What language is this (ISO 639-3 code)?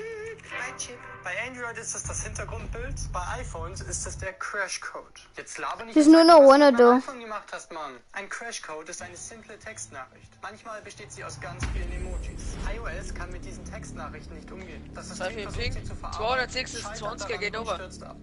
bar